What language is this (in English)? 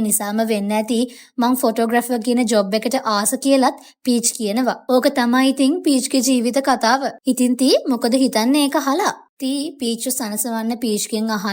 Sinhala